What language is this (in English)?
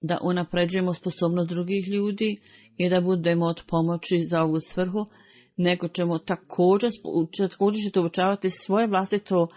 Bosnian